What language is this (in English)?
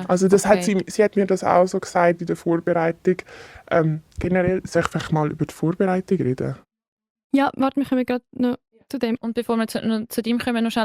Swiss German